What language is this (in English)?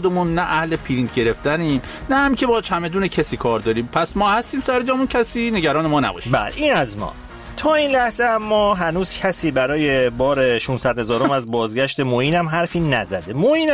Persian